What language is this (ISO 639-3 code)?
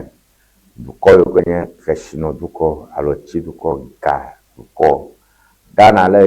ewe